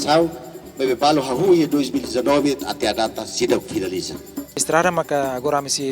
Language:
Tetum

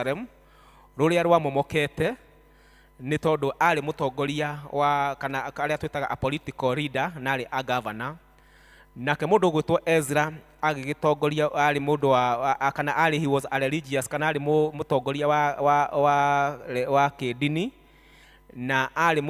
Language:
Kikuyu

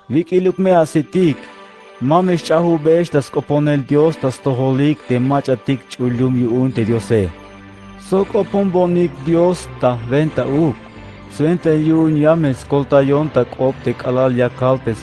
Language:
Tzeltal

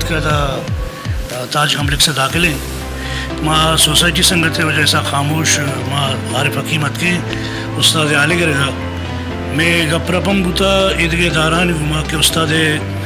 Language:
Baluchi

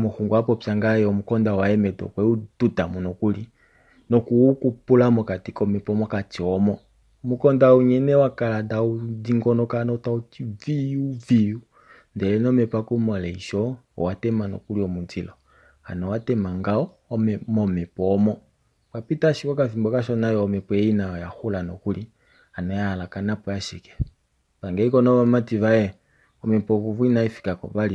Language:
Kuanyama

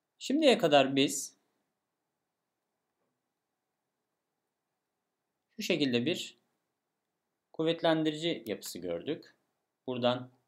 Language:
Turkish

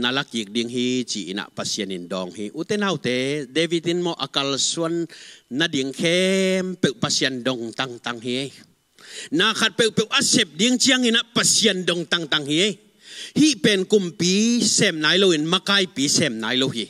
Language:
Tedim Chin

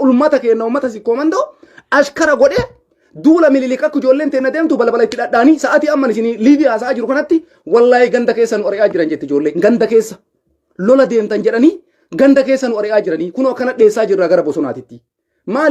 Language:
Oromo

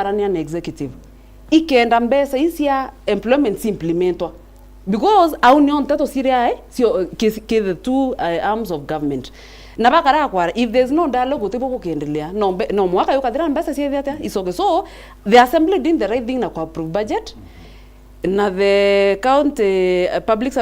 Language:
Meru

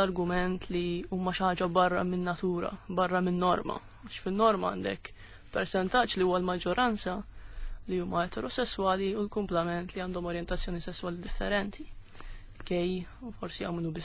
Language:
Maltese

